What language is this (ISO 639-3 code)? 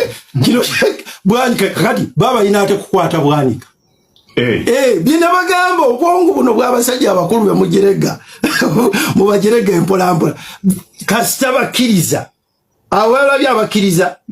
lug